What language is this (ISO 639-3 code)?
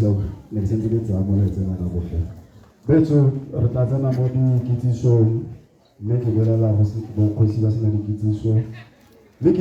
tsn